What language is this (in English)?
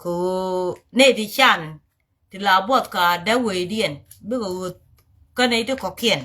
Nuer